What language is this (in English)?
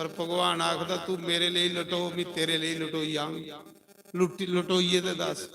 Dogri